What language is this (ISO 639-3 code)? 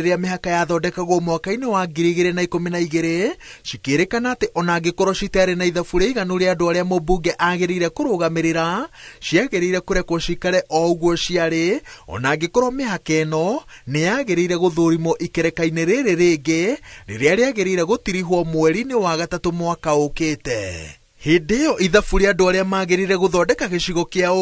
kik